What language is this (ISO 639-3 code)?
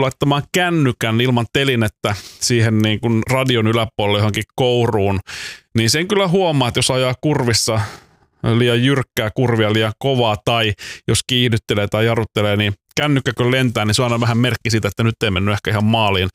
fin